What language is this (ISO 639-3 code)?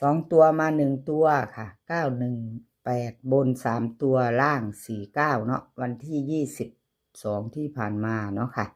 tts